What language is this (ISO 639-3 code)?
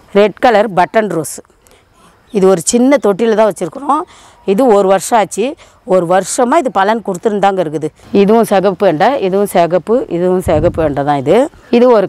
tam